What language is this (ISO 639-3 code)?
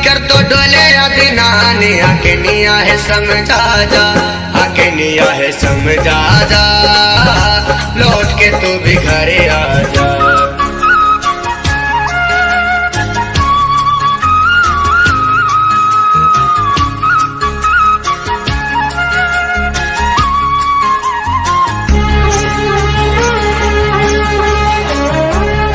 bho